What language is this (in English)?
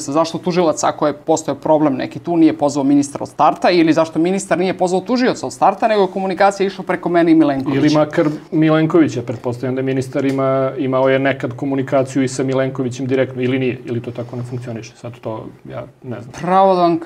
Serbian